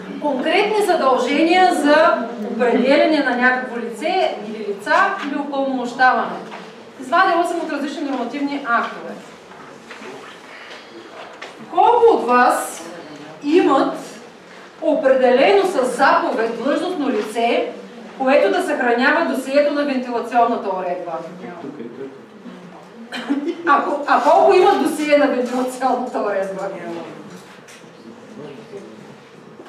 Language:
Bulgarian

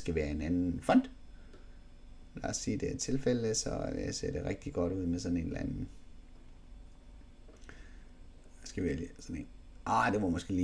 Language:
Danish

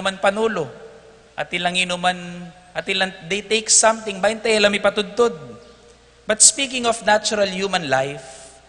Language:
Pampanga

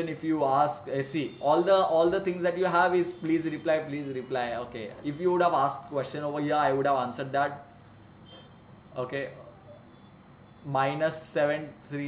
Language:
English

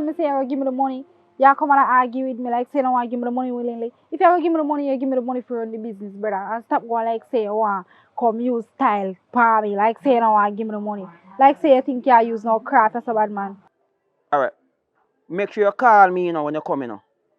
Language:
Jamaican Creole English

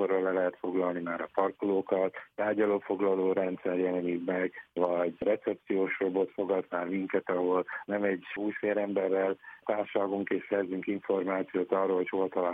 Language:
Hungarian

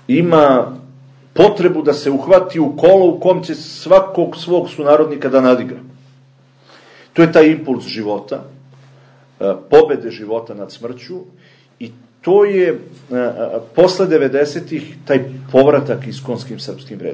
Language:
Serbian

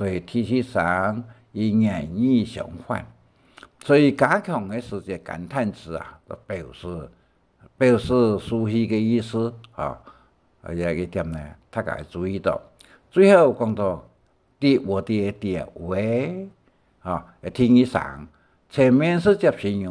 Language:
Hakka Chinese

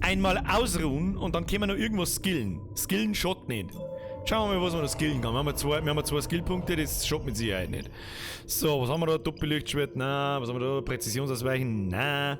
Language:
Bavarian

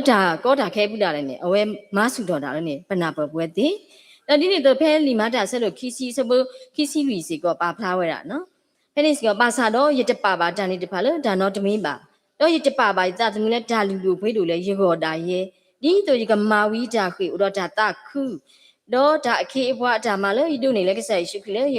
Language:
S'gaw Karen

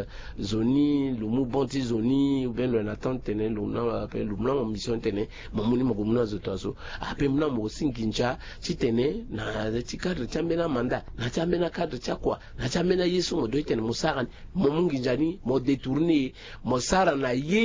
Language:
Sango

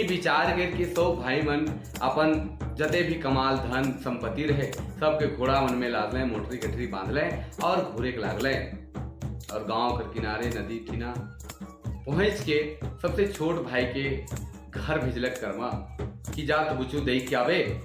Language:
Sadri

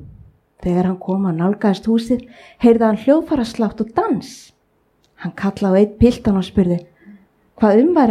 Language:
Icelandic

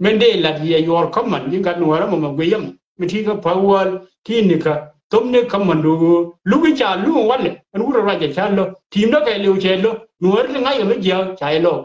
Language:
Nuer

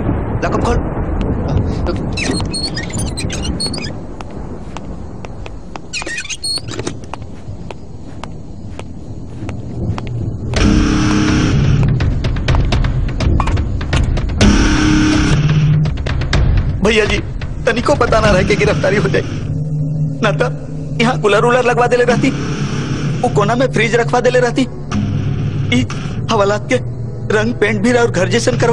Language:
Bhojpuri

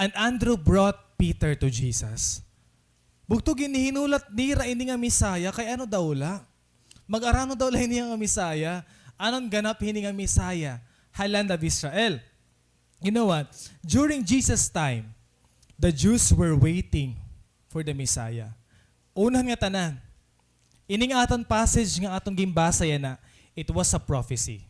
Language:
Waray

